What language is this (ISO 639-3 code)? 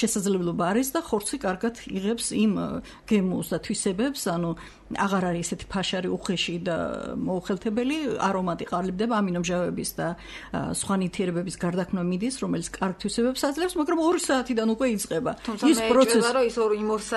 kat